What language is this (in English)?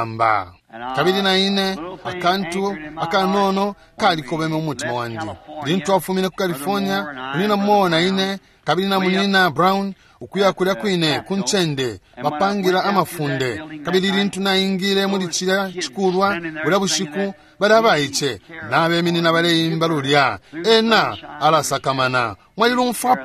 Bemba